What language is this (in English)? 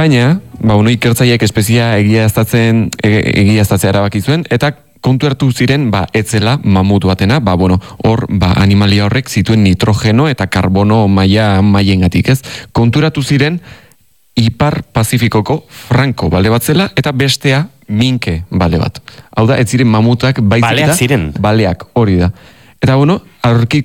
Basque